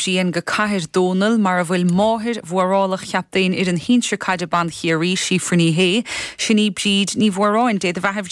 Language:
Irish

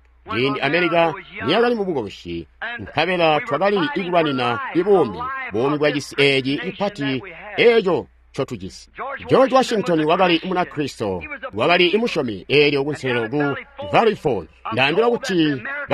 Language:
Tonga (Zambia)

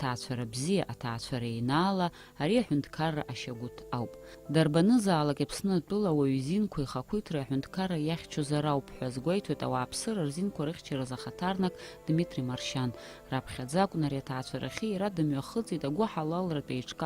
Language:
Abkhazian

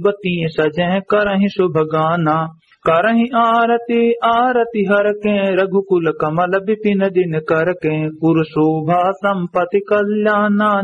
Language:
Awadhi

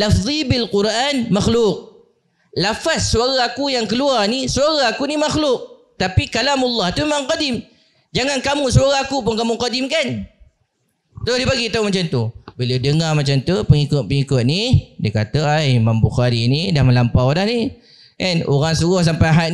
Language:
Malay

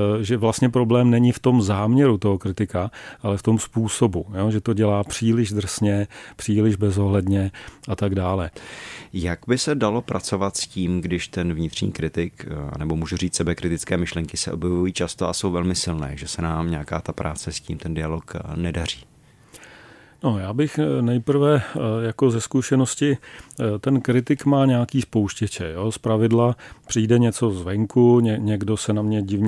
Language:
Czech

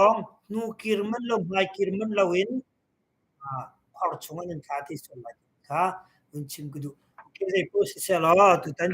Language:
Hakha Chin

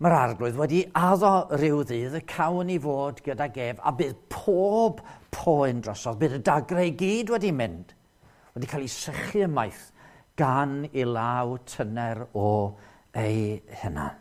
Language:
Welsh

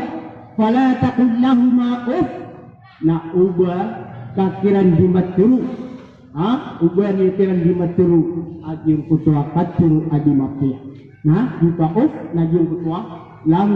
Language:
Maranao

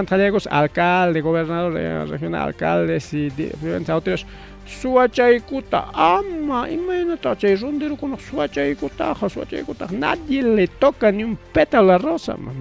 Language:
Ayacucho Quechua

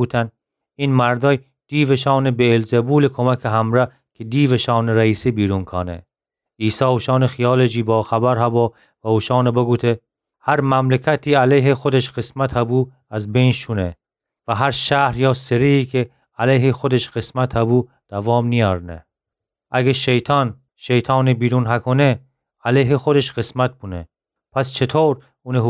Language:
Gilaki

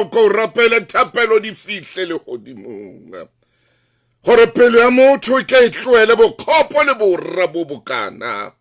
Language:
Southern Sotho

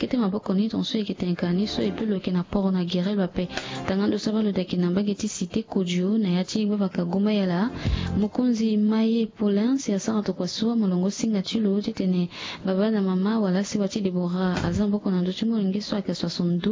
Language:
Sango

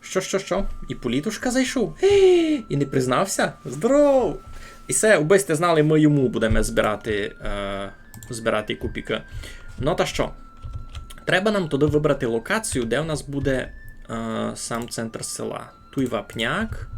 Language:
Rusyn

